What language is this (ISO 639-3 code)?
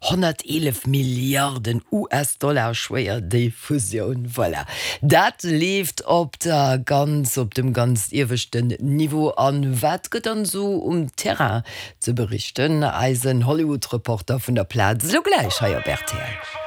ltz